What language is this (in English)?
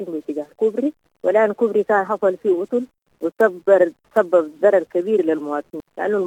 Sudanese Arabic